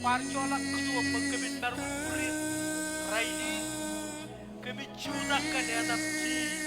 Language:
Marshallese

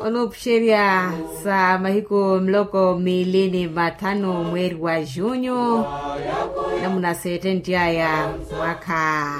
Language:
Makhuwa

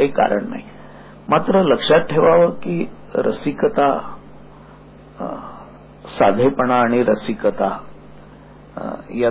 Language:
Marathi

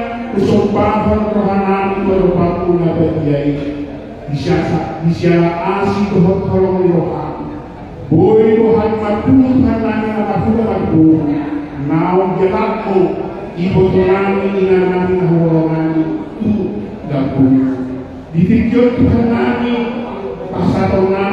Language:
Batak Toba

